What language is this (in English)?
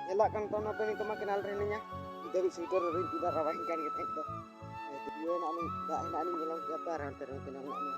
Santali